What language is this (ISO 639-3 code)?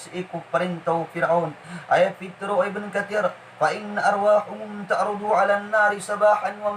mrw